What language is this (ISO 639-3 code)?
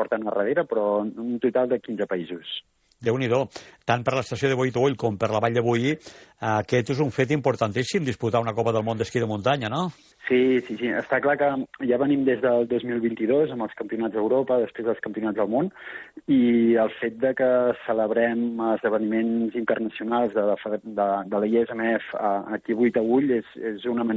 cat